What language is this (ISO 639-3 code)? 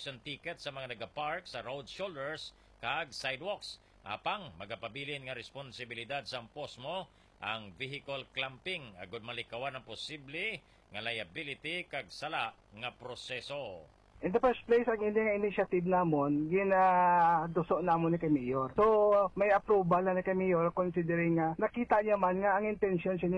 hil